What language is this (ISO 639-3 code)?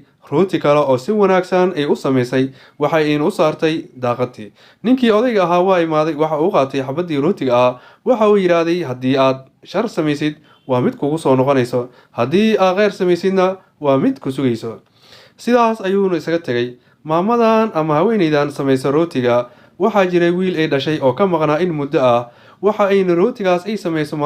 som